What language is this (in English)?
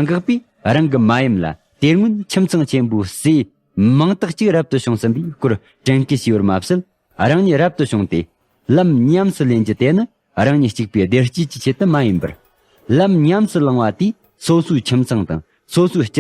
Tibetan